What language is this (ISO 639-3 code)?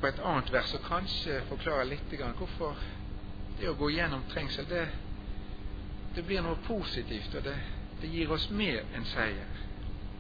nor